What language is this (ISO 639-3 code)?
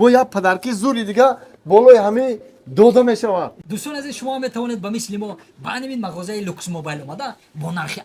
tgk